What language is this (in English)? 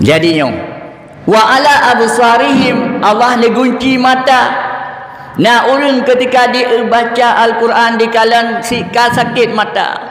Achinese